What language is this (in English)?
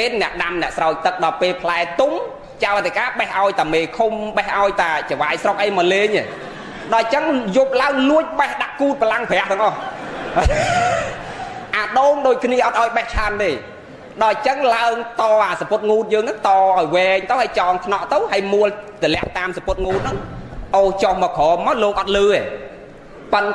Khmer